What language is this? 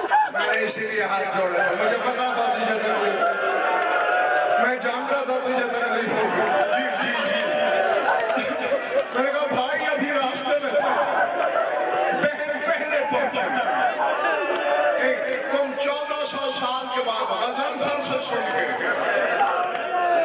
Urdu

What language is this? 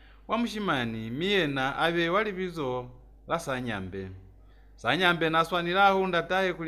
Lozi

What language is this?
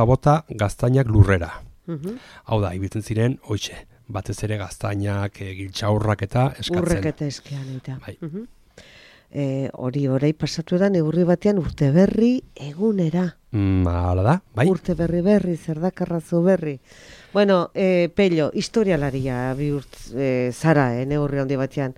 Basque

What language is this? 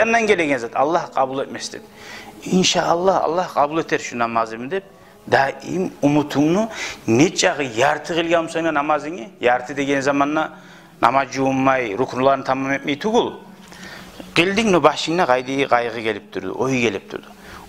Kumyk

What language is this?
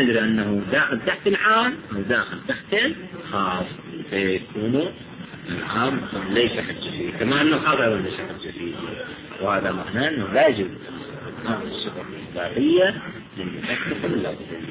Arabic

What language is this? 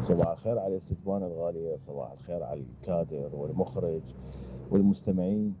Mesopotamian Arabic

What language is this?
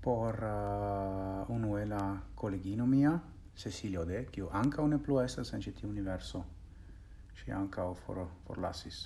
Esperanto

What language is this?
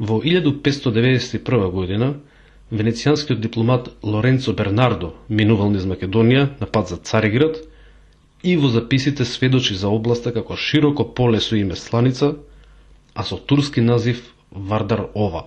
Macedonian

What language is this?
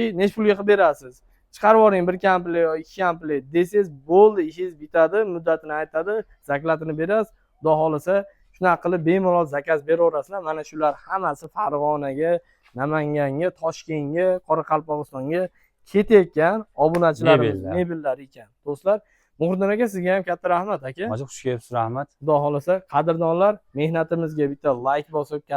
Uzbek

